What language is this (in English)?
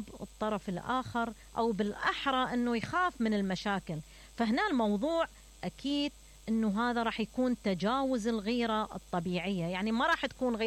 Mesopotamian Arabic